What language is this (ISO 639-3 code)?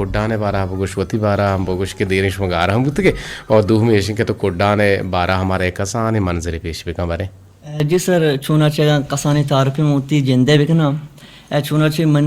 bgp